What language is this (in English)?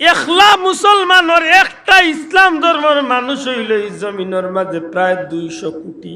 Sylheti